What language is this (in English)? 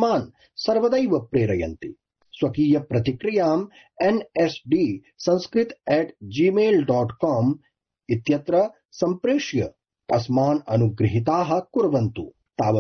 Sanskrit